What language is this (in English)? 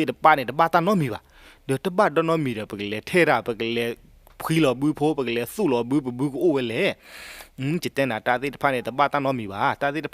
S'gaw Karen